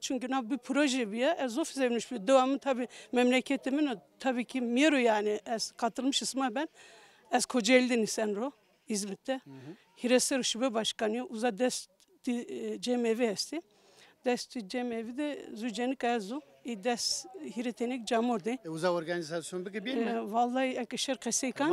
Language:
Zaza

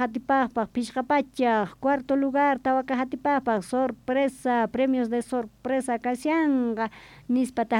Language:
South Bolivian Quechua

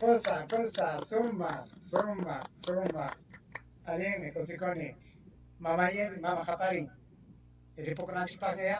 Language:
Ayacucho Quechua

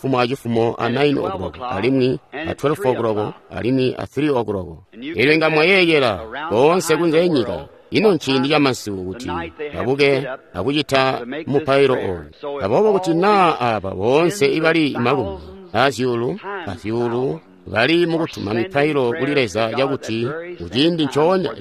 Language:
Tonga (Zambia)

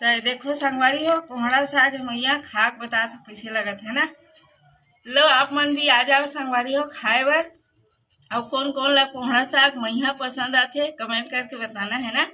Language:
Chhattisgarhi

